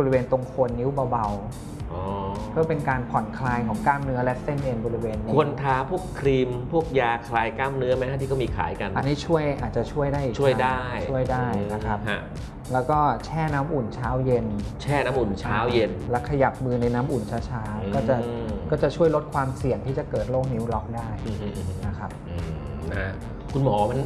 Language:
Thai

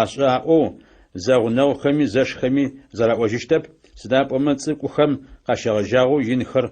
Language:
Adyghe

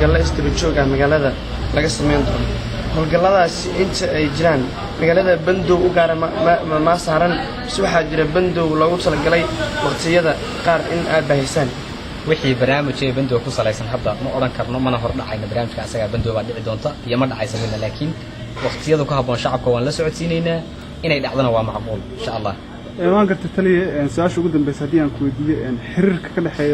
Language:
Somali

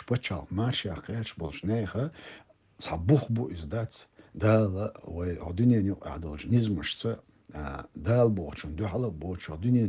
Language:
Chechen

